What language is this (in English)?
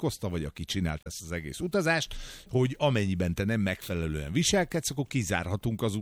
Hungarian